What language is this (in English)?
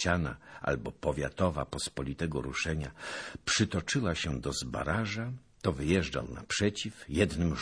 Polish